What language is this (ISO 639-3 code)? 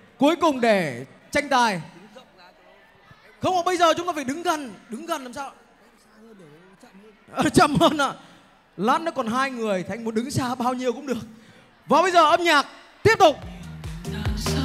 vie